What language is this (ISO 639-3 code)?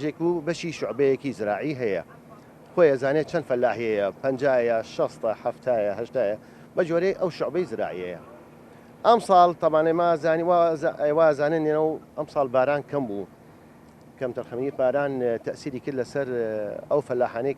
ckb